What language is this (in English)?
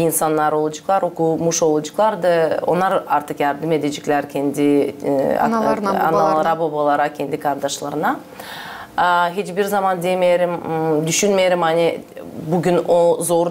Gagauz